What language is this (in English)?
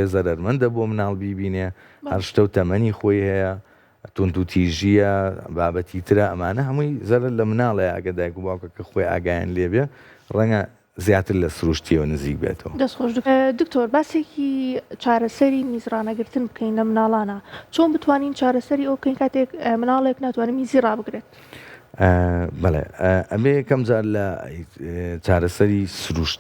Central Kurdish